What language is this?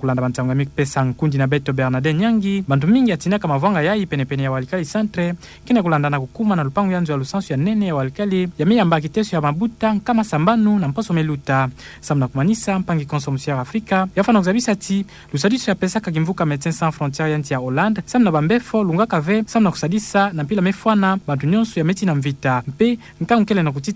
Kituba (Democratic Republic of Congo)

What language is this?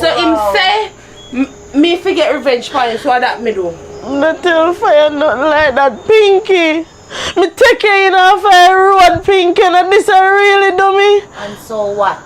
Jamaican Creole English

